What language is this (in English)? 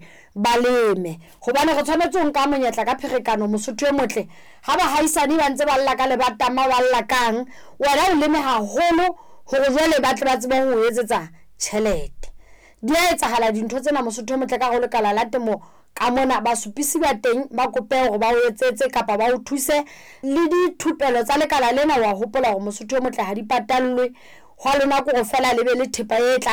Southern Sotho